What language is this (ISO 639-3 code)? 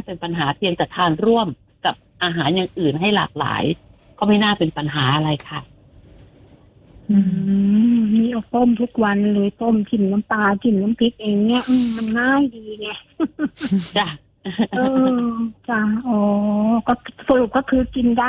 tha